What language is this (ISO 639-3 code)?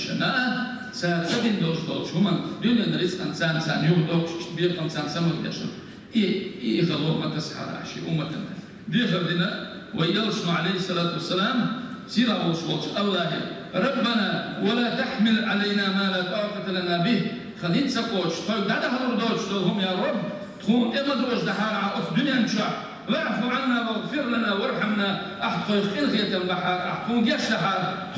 che